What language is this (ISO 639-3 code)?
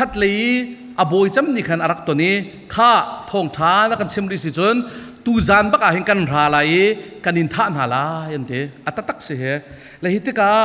cfm